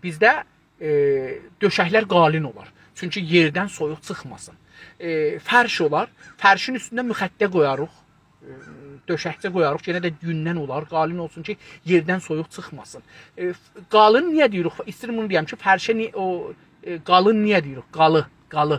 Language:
South Azerbaijani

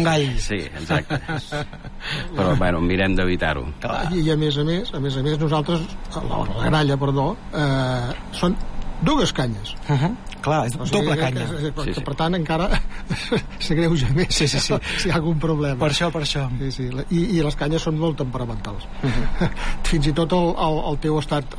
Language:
Catalan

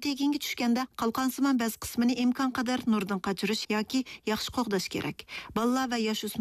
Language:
Uyghur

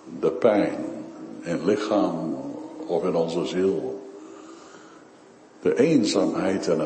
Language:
Dutch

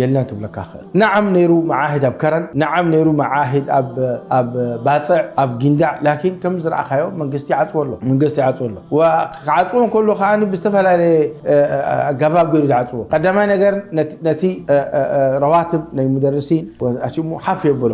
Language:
Tigrinya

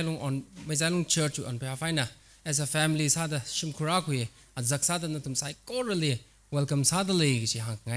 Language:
Tangkhul Naga (India)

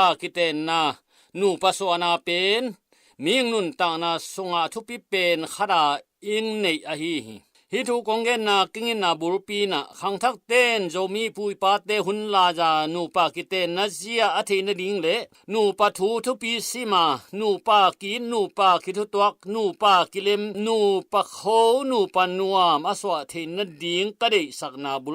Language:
Tedim Chin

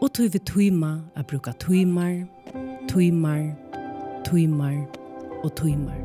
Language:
Faroese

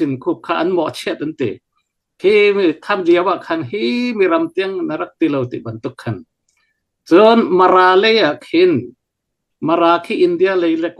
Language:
Hakha Chin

